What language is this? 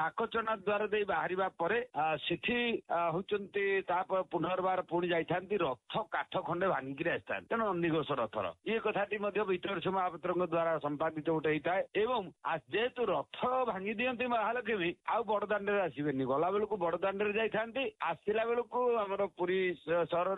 Odia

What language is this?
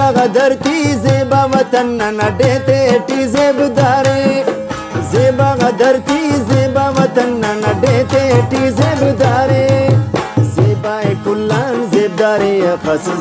Brahui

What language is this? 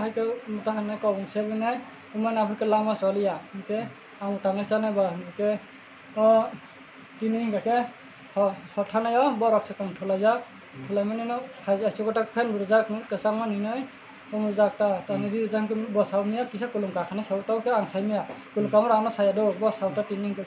Kok Borok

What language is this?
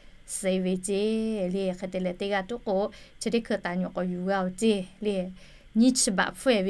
Lahu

